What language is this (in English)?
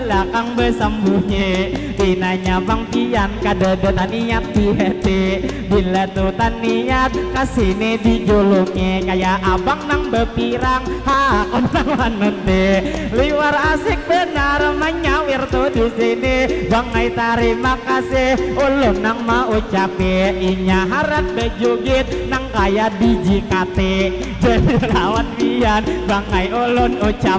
Banjar